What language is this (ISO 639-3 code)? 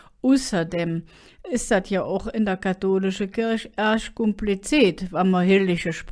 ksh